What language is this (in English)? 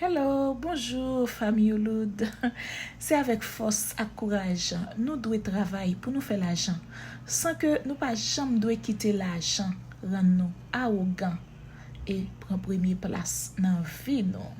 Haitian Creole